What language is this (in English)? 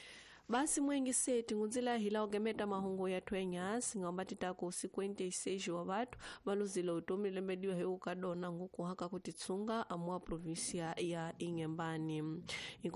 Tsonga